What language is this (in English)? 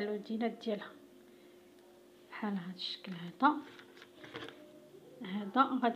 Moroccan Arabic